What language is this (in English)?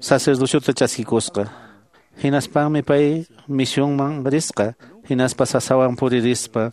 Quechua